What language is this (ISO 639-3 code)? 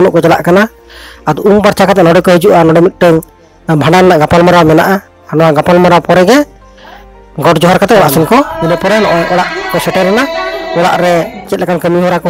sat